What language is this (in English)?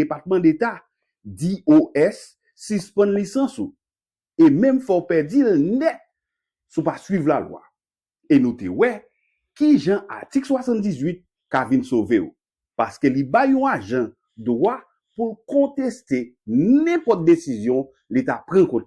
Haitian Creole